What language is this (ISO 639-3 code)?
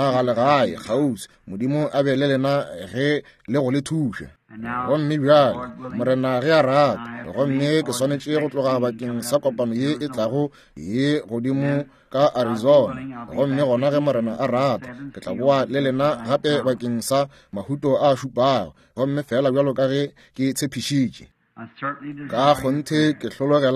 nso